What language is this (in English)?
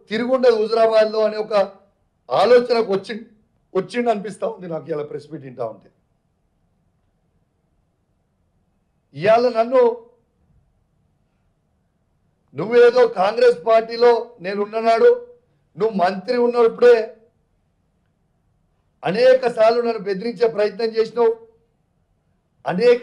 Telugu